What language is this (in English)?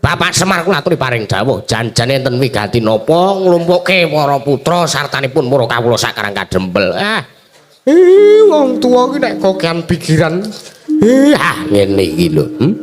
Javanese